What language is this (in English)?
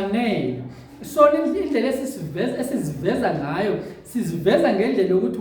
Zulu